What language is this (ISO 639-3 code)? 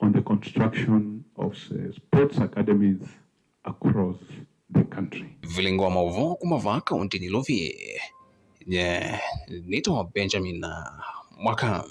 kam